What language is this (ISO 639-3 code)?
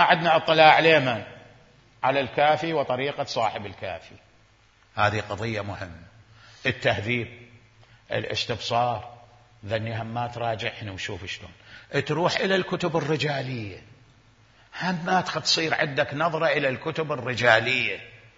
acm